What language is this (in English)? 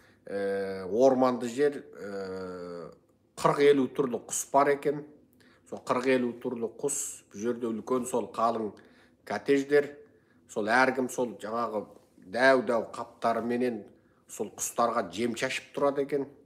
Kazakh